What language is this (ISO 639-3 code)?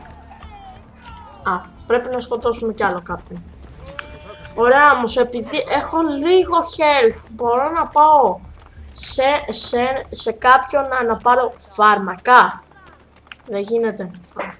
ell